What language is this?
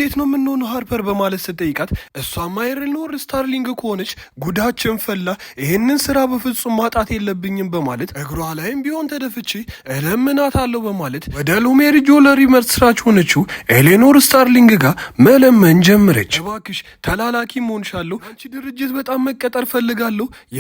Amharic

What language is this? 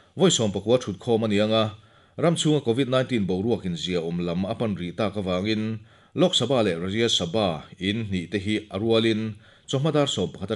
Mizo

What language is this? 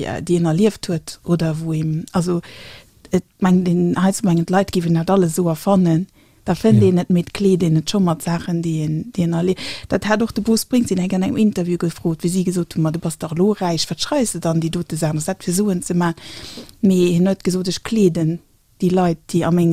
Luxembourgish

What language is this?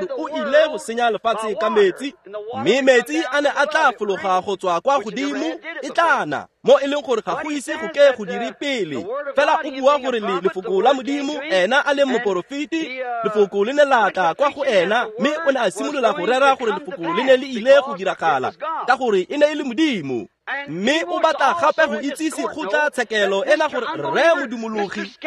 Tswana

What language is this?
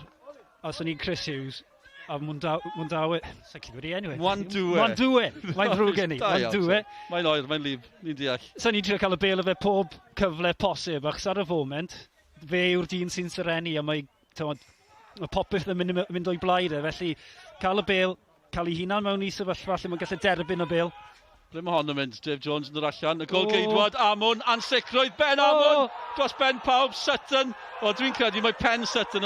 Welsh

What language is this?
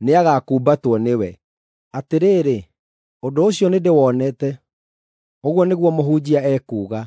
Kikuyu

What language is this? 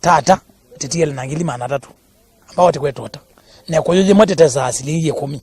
Kamba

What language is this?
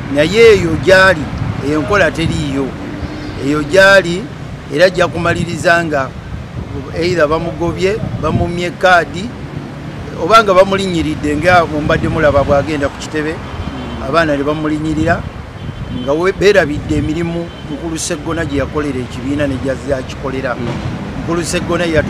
Ganda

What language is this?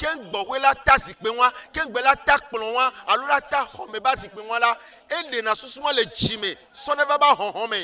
Ewe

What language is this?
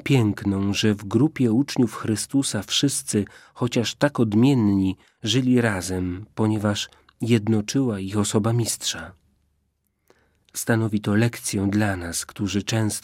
Polish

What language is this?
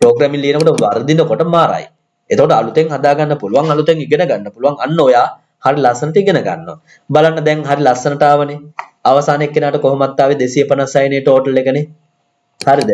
Sinhala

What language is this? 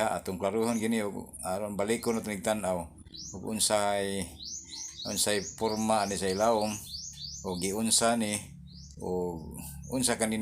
Cebuano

